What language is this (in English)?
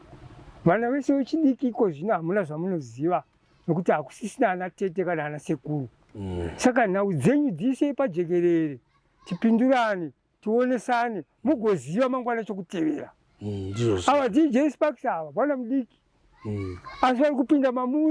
Shona